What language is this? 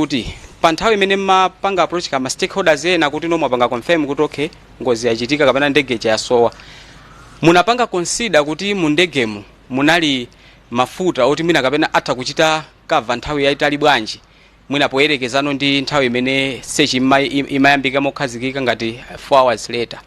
Nyanja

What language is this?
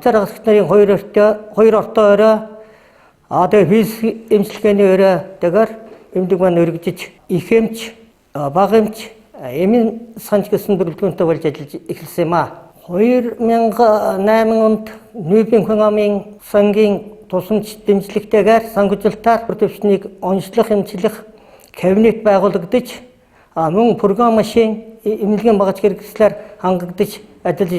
Mongolian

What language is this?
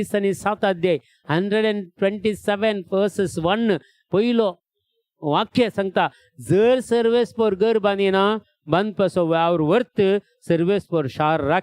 Konkani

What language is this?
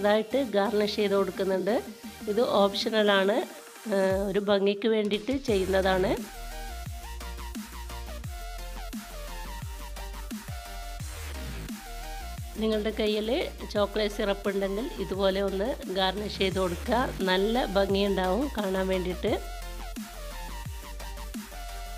Malayalam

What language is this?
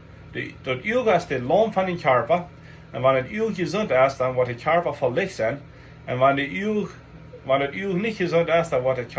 Plautdietsch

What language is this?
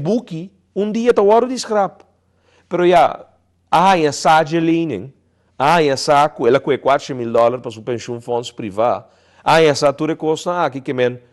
Papiamento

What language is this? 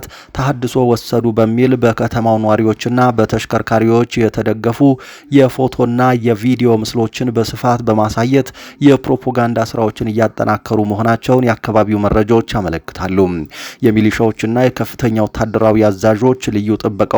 Amharic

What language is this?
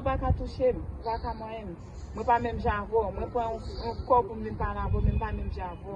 Haitian Creole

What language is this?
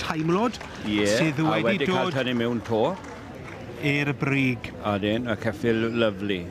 Welsh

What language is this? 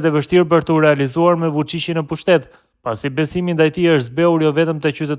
Albanian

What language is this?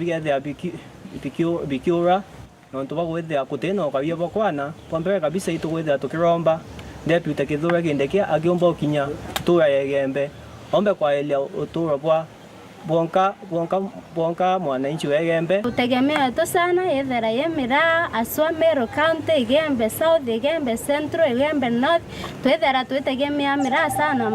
Meru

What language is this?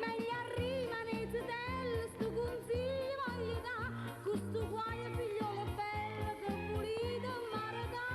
Neapolitan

